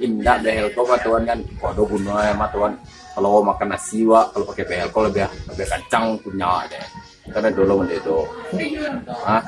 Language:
Minangkabau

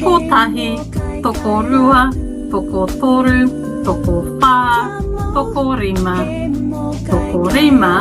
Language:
Māori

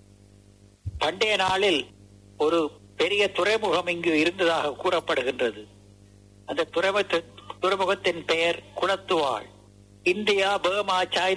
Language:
Tamil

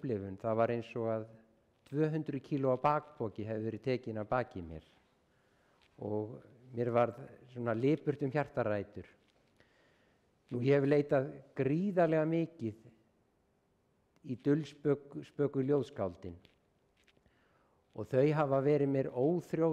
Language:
Icelandic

